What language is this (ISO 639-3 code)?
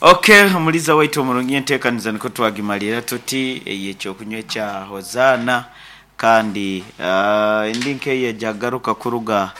nyn